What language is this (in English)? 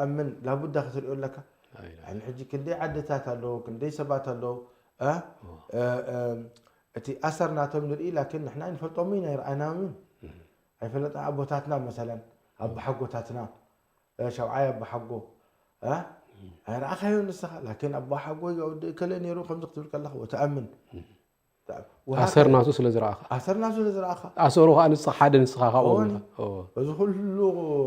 Tigrinya